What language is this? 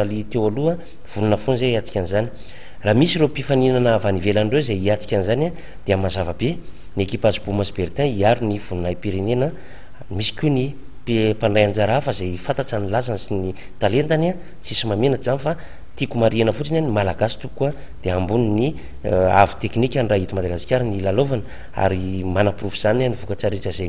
Malagasy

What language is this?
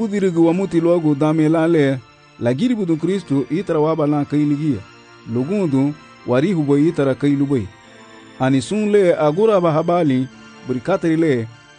Garifuna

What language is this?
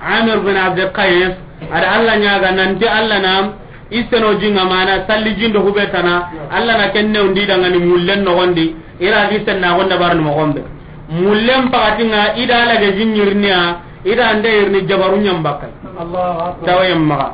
Soninke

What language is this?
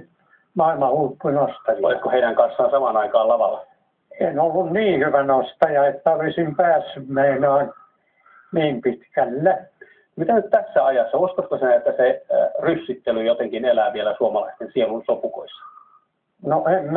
Finnish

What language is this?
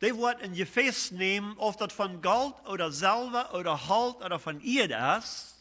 Plautdietsch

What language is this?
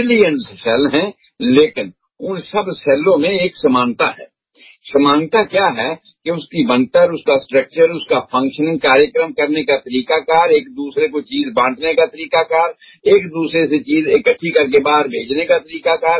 Hindi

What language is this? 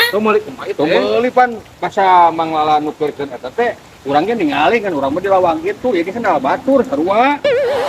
Sundanese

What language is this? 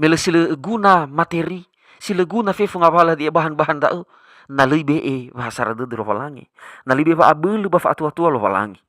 Nias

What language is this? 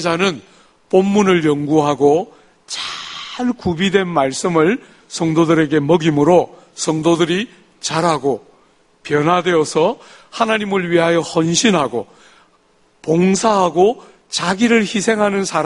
Korean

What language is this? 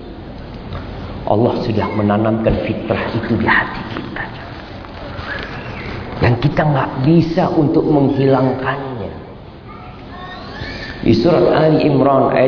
Indonesian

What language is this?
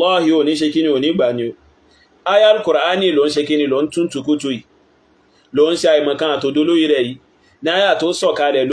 Yoruba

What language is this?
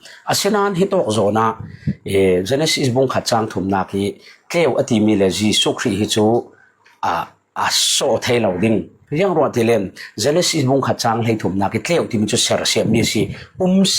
Falam Chin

